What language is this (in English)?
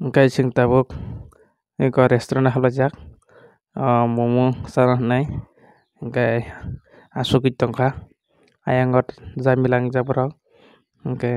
Kok Borok